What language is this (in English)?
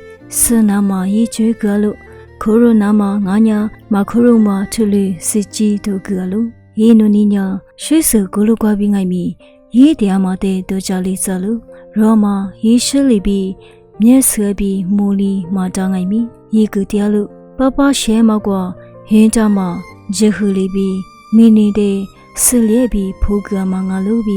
Lisu